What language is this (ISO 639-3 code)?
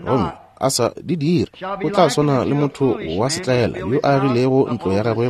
nso